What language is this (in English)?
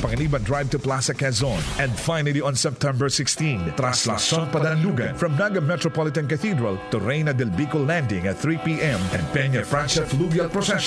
Bikol